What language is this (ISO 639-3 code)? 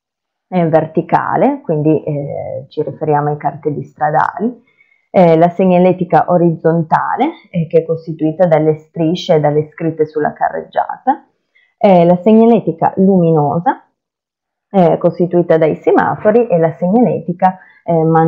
ita